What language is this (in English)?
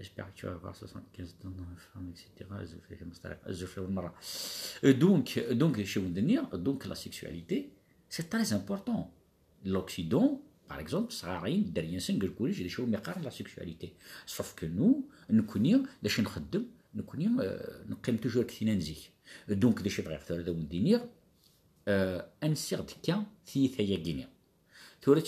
Kabyle